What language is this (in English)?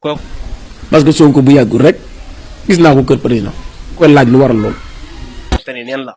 Wolof